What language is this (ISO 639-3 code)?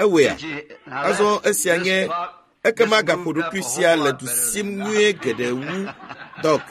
ewe